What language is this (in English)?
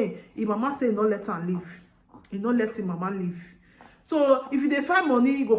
Nigerian Pidgin